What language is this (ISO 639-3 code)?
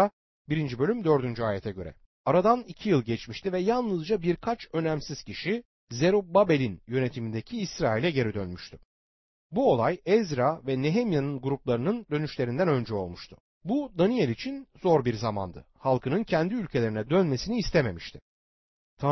tur